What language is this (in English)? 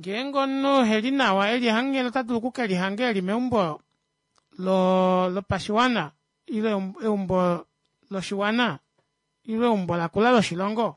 Kuanyama